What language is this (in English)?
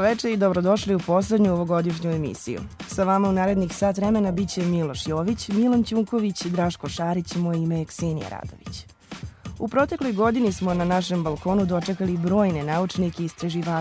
Serbian